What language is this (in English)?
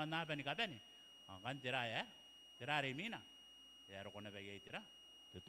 Gilbertese